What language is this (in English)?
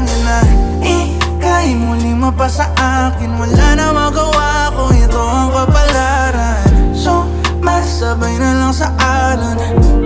Filipino